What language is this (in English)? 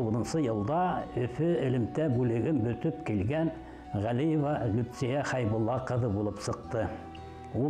Bashkir